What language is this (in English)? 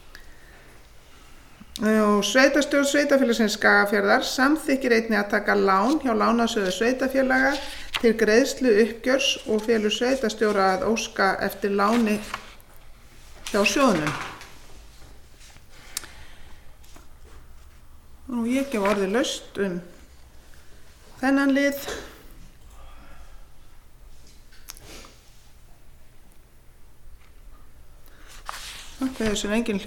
Icelandic